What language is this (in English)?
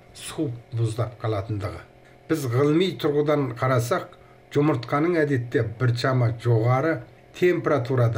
Kazakh